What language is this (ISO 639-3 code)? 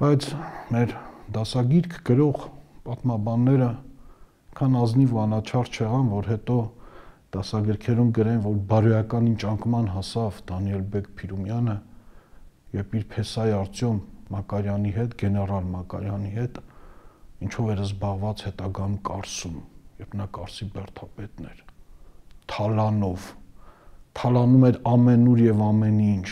hye